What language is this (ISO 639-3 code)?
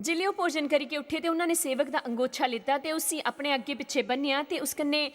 doi